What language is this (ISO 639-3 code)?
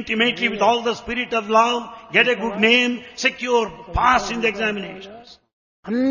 tel